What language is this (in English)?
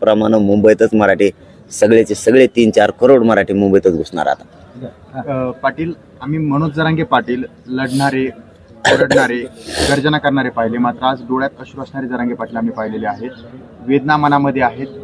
Marathi